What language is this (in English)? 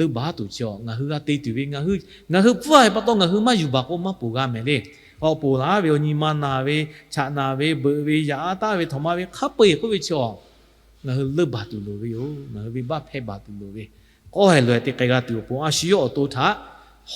Lahu